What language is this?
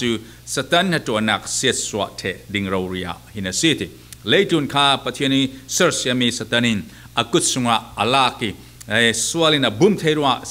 Falam Chin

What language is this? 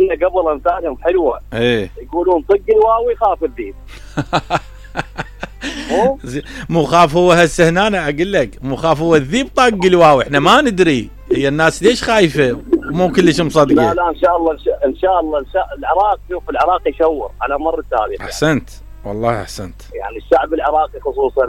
Mesopotamian Arabic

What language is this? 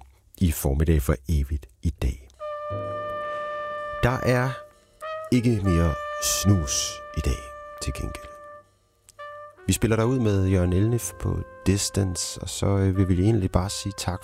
Danish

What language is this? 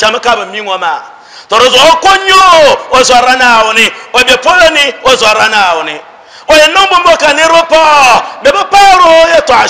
Dagbani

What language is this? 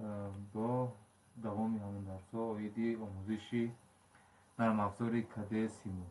Tajik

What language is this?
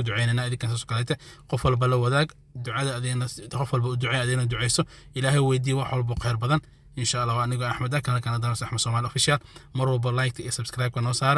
Somali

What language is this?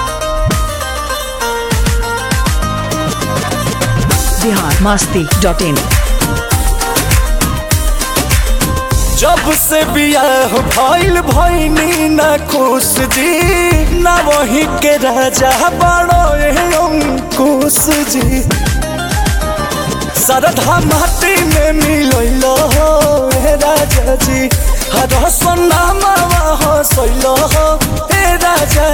Bhojpuri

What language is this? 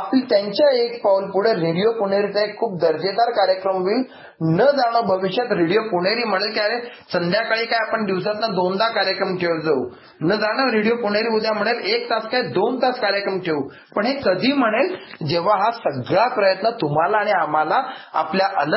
Marathi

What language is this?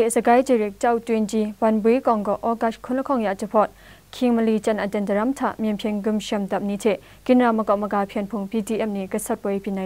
Kachin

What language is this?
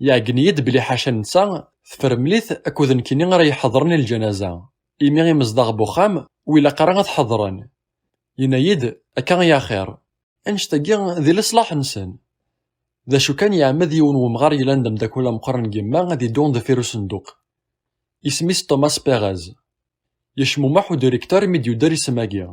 Kabyle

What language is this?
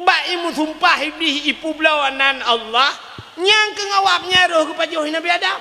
Achinese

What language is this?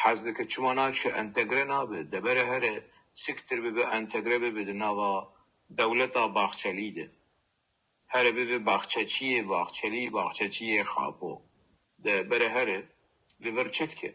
Kurdish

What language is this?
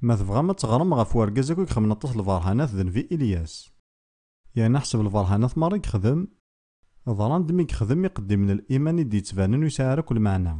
Kabyle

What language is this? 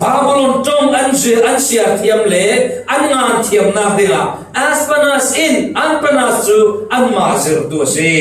Falam Chin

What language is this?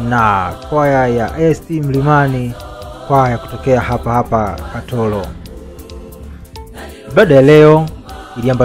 Swahili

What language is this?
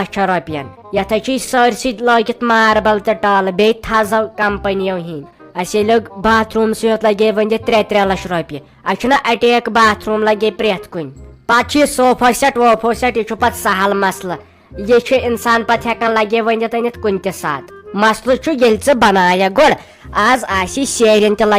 Kashmiri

